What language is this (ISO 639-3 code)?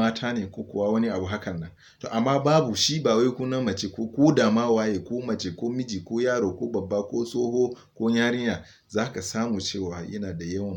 hau